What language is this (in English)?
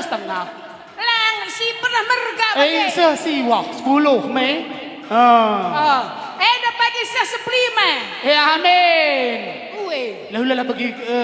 Batak Karo